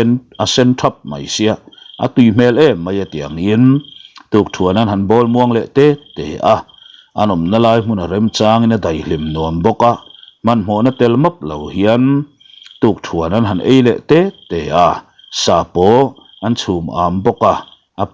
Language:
Mizo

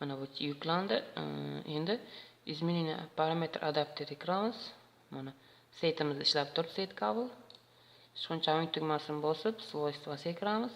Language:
Uzbek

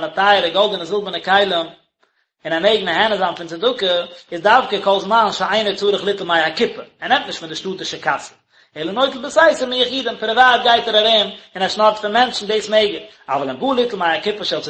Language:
Yiddish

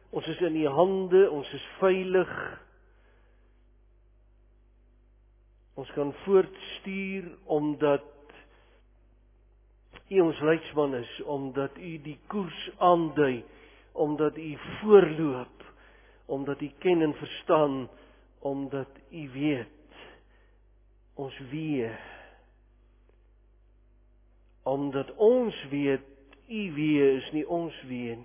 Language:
Afrikaans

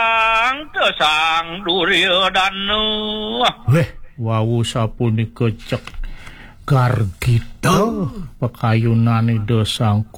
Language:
Balinese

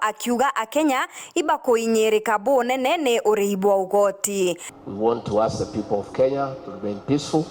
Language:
Meru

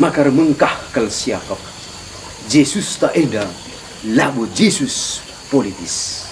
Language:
Batak Karo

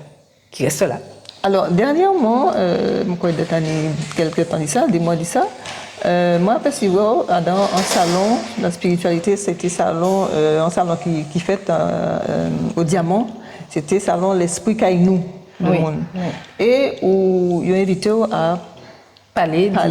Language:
Guadeloupean Creole French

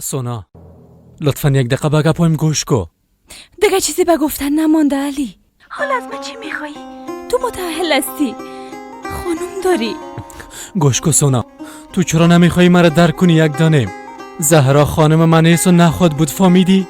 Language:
Persian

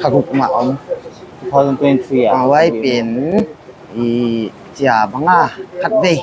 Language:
Paite Chin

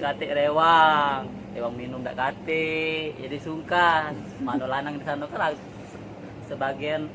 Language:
Musi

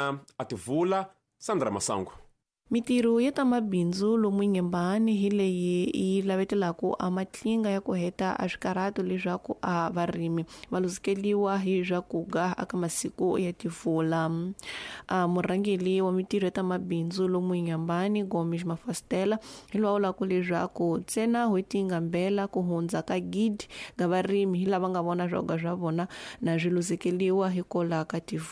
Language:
Tsonga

